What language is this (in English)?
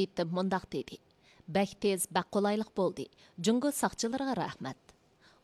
Uyghur